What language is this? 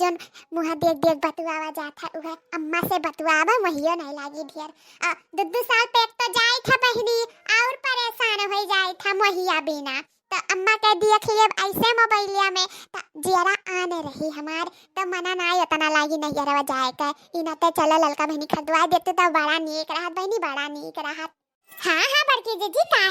Awadhi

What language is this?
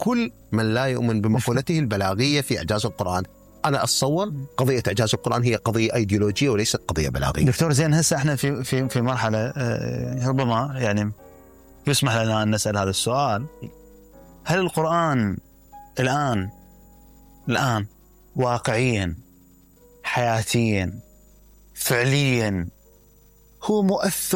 Mesopotamian Arabic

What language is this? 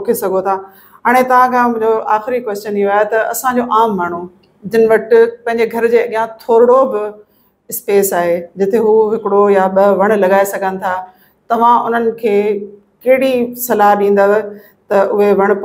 Sindhi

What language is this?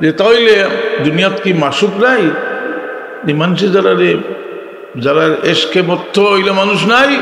Sylheti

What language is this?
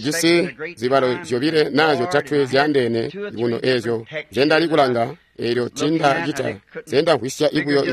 Tonga (Zambia)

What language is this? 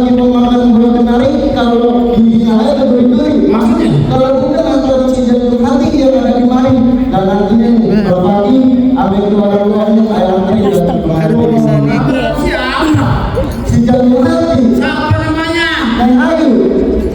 Betawi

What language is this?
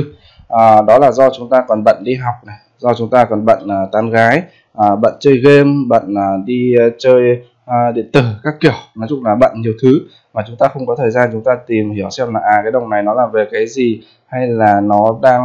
Vietnamese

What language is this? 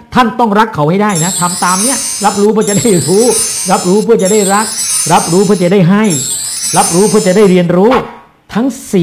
Thai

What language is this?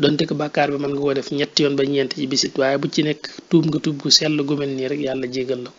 Wolof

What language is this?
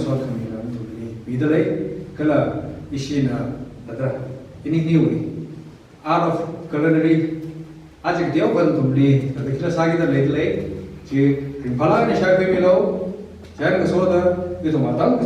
Tangkhul Naga (India)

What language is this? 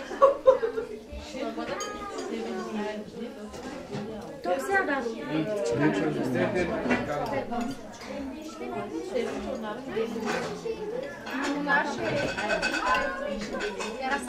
Turkish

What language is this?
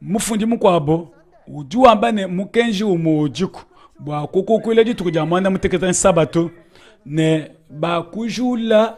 Luba-Lulua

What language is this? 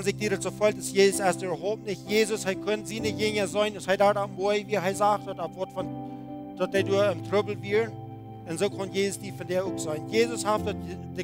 Plautdietsch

